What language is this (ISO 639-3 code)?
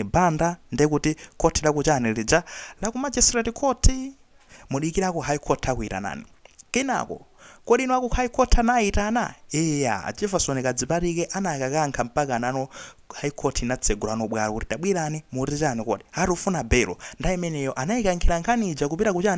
nya